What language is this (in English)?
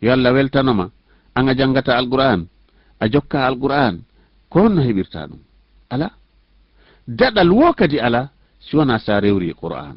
Fula